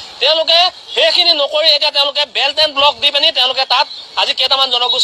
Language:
Assamese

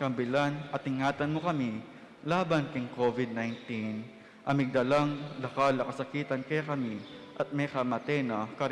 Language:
Pampanga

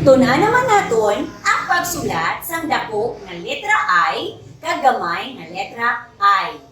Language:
Hiligaynon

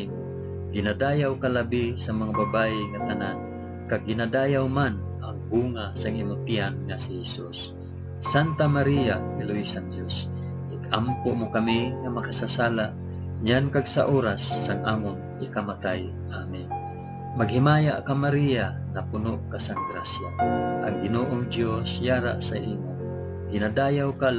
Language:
Hiligaynon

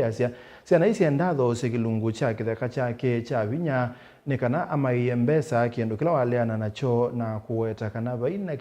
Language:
Kamba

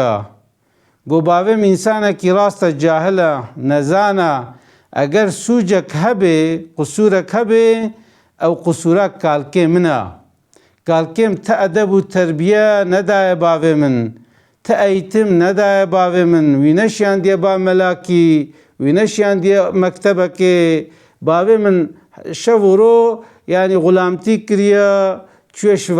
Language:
Kurdish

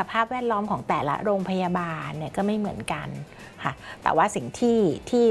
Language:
Thai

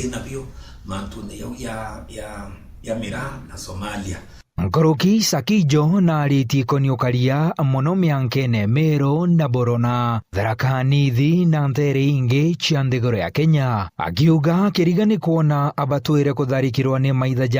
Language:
Meru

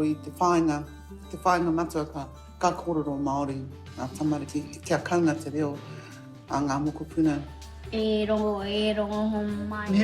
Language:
Māori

